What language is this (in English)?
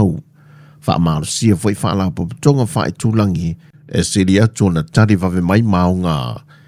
Samoan